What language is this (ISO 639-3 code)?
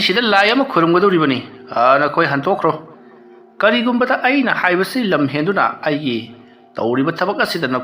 mni